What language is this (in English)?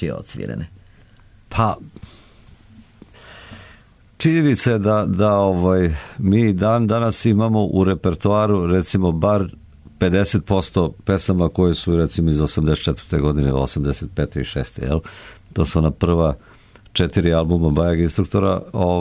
Serbian